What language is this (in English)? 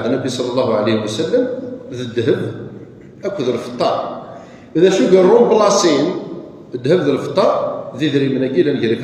Kabyle